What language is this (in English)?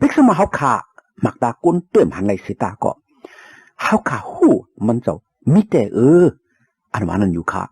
Shan